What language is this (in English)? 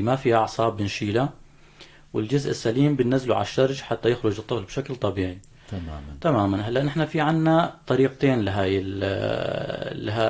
North Levantine Arabic